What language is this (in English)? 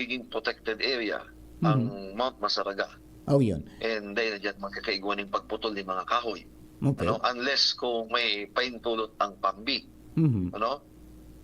Bikol